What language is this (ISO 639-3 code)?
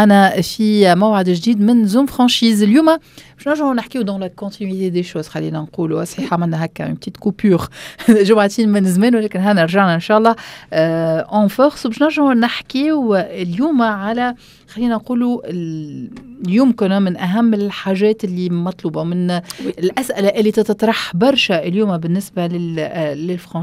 aeb